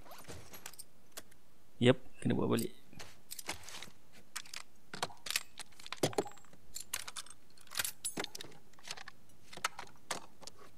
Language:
Malay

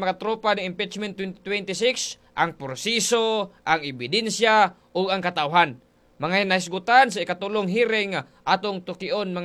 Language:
Cebuano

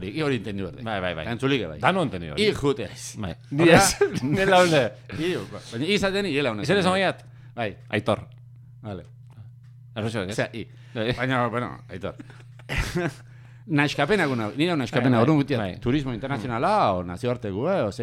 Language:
Basque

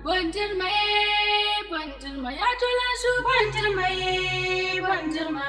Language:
Dagbani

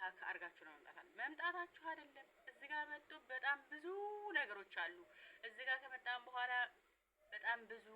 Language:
Amharic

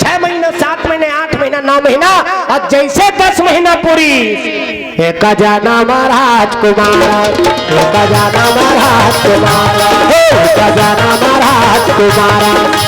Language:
Chhattisgarhi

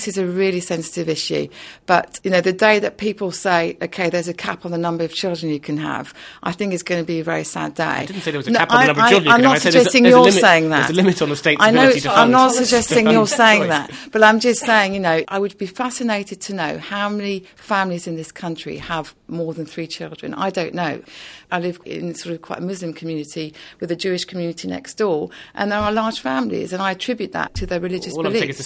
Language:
English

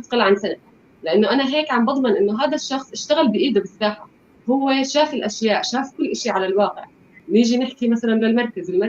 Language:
North Levantine Arabic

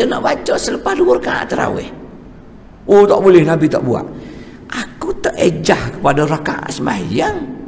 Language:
Malay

